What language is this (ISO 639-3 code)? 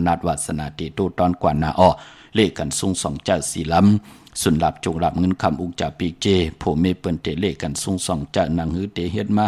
shn